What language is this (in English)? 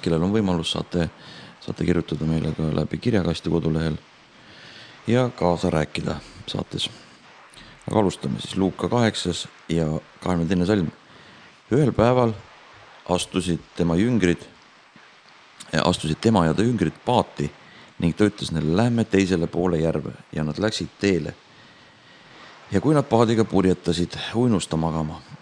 Estonian